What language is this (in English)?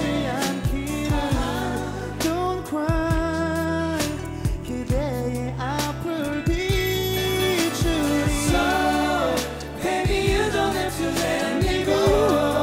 Korean